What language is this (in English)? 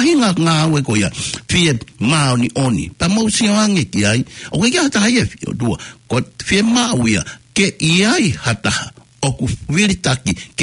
Tongan